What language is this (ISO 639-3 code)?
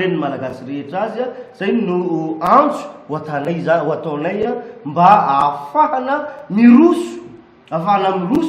mlg